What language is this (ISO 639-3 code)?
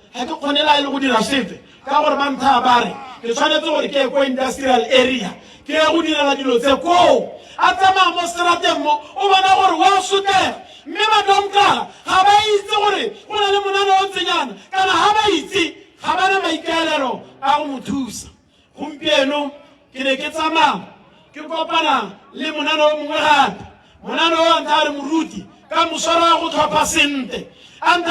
tsn